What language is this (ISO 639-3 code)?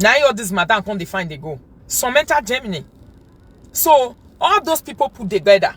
pcm